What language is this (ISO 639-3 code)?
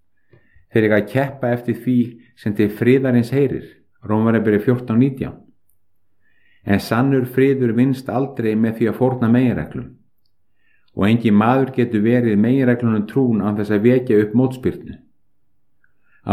isl